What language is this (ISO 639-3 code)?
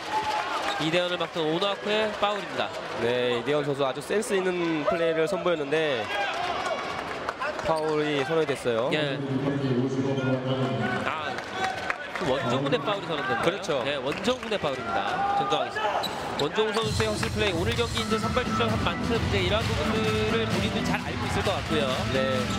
kor